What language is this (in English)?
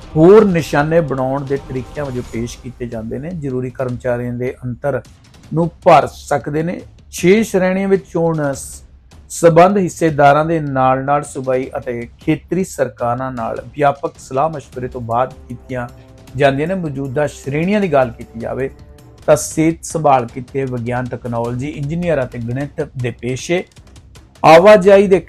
Punjabi